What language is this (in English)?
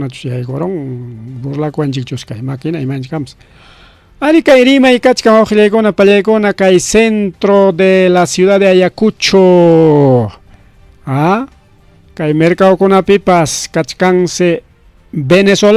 Ayacucho Quechua